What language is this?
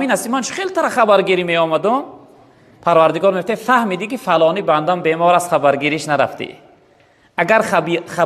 Tajik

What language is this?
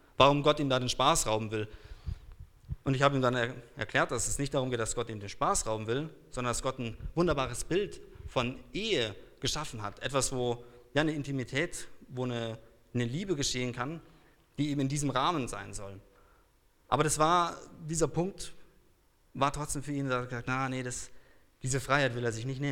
German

